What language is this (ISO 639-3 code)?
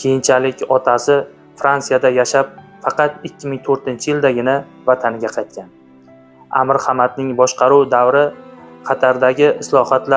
uzb